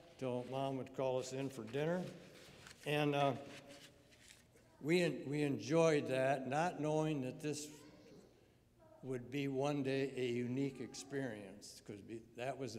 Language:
English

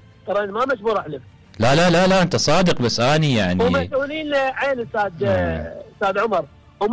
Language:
Mesopotamian Arabic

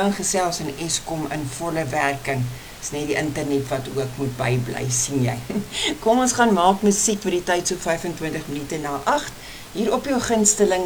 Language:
Afrikaans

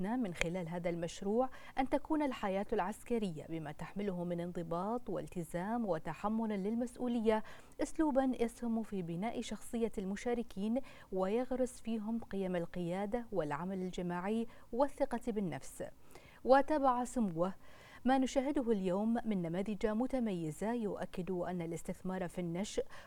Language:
Arabic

